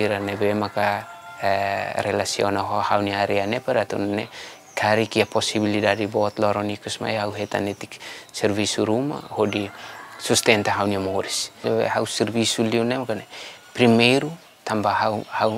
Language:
Tetum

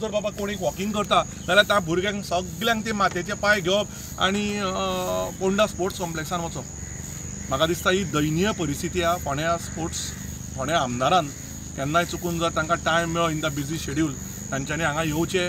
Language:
Konkani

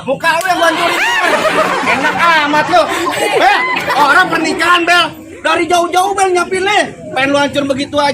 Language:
Betawi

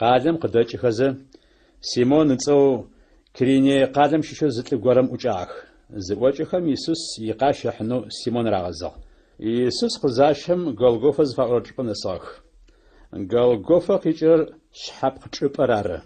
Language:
Adyghe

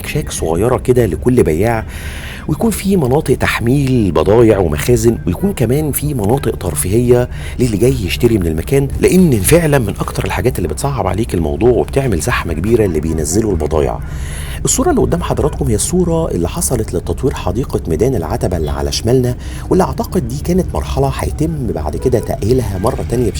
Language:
Egyptian Arabic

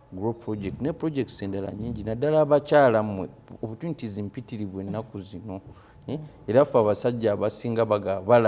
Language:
Ganda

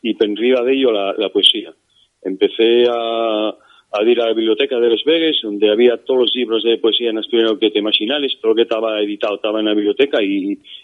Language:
Asturian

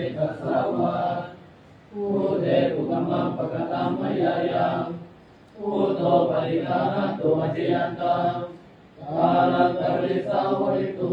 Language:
Pali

